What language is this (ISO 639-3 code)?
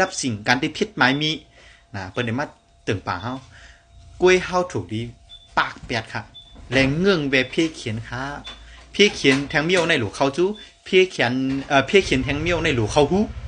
shn